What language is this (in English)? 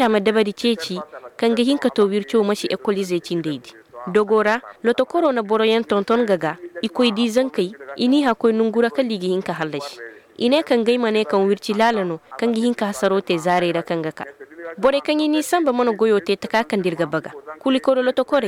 Koyraboro Senni